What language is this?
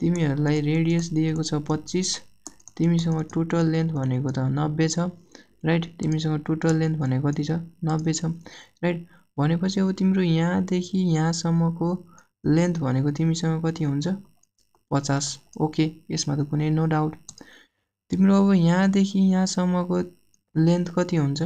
Nepali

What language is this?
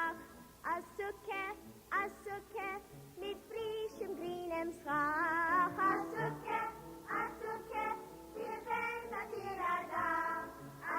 Yiddish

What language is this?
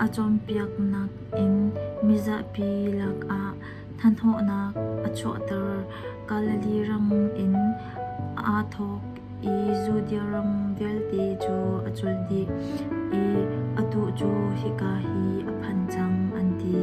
Hakha Chin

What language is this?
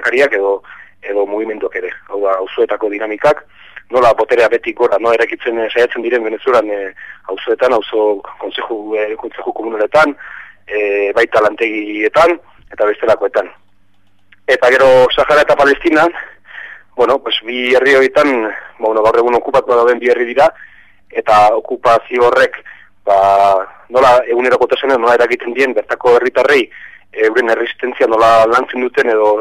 Basque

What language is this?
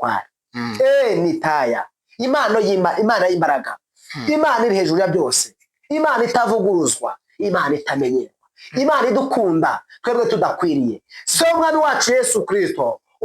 Kinyarwanda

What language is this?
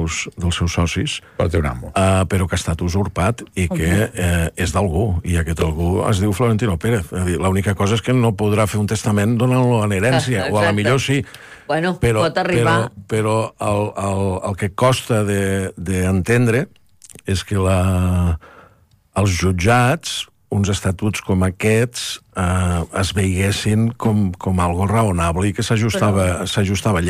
Catalan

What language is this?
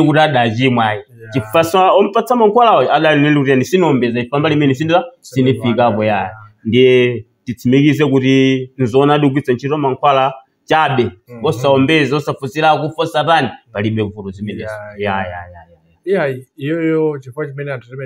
Nyanja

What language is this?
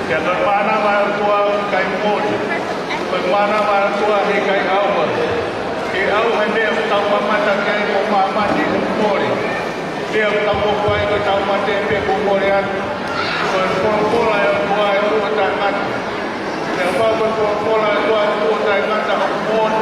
Tongan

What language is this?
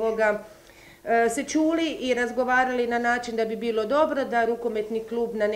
Croatian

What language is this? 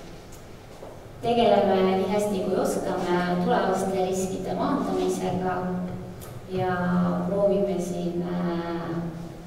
Estonian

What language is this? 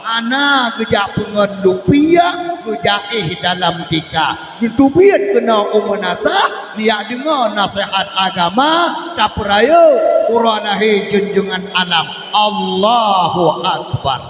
Achinese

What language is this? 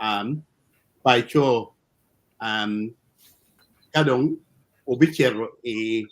Acoli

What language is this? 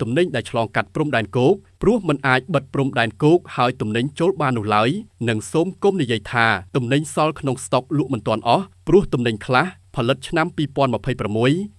Khmer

